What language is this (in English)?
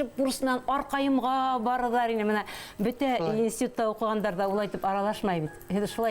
Bashkir